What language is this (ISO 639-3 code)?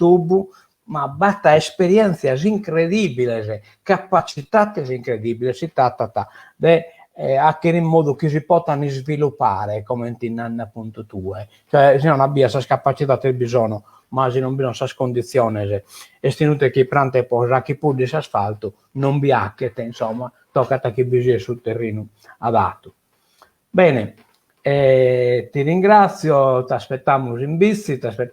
srd